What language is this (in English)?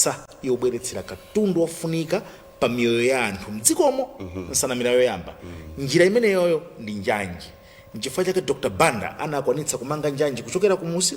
Nyanja